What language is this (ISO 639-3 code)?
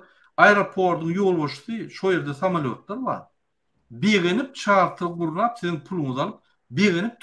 tuk